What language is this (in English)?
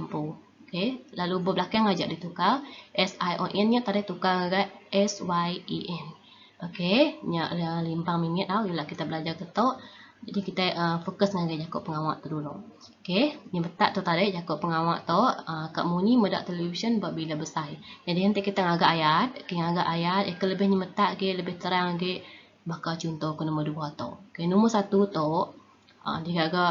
Iban